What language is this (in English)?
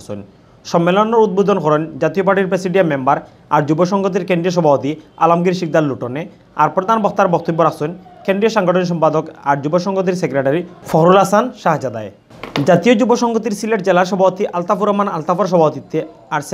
Sylheti